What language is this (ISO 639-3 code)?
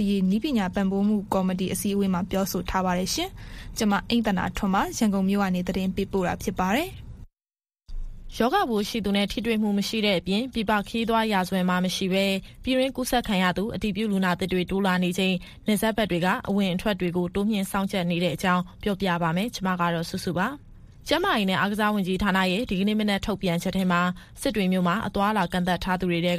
mya